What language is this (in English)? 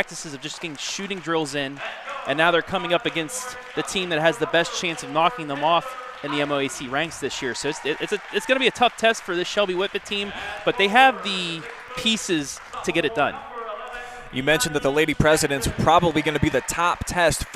English